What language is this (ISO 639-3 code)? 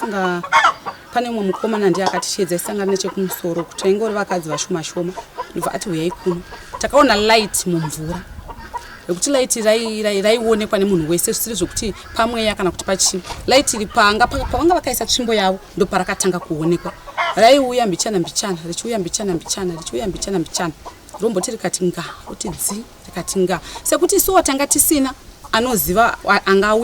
sna